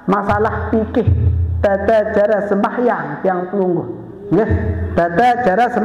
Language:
Sasak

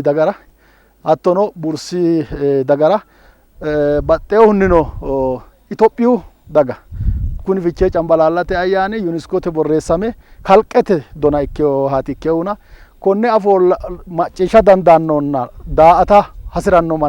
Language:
Sidamo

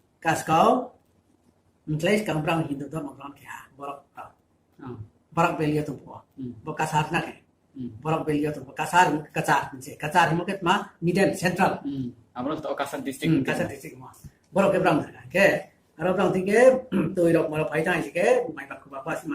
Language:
Riang (India)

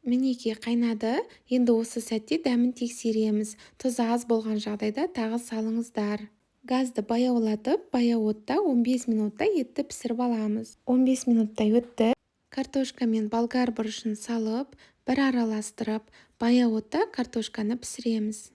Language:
Kazakh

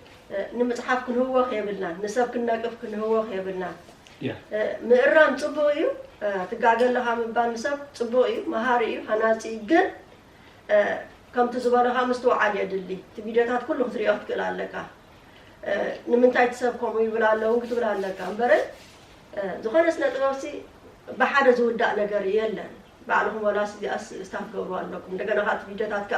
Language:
Tigrinya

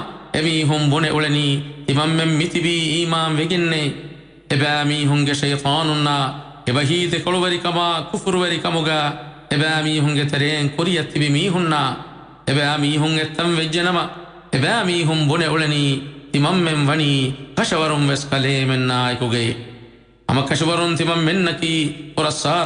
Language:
Divehi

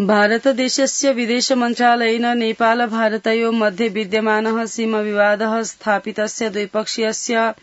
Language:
Sanskrit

